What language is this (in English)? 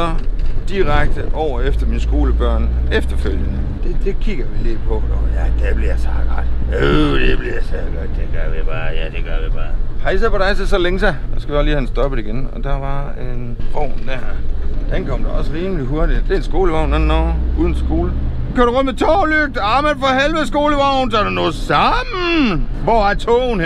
Danish